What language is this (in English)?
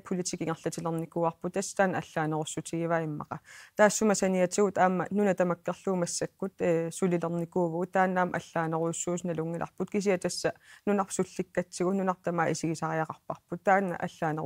Kalaallisut